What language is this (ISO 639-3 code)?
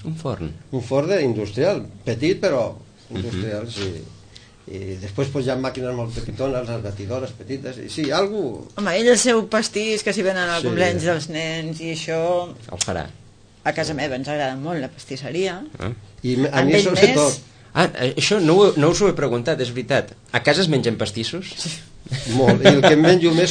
cat